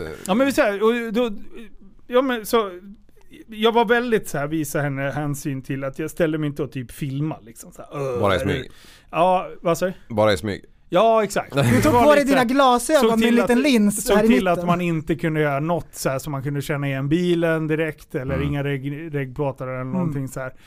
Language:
Swedish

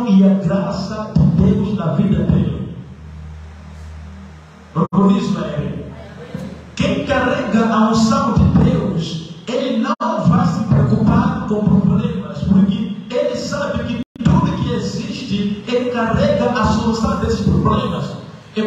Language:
Portuguese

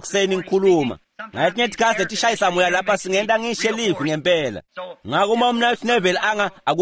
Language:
Swati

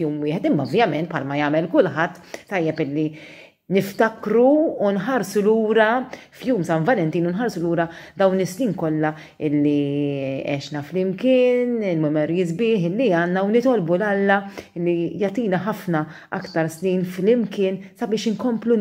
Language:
Maltese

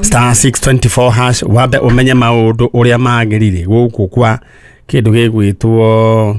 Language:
Kikuyu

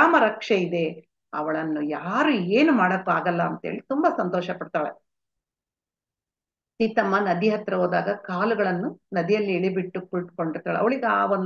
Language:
Kannada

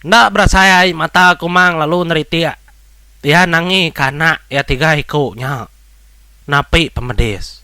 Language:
Iban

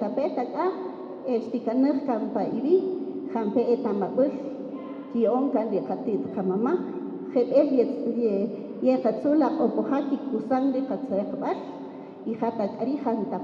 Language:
Kaqchikel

